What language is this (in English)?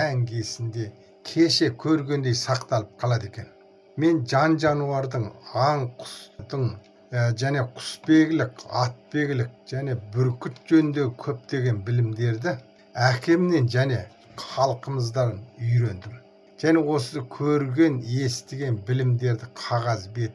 Kazakh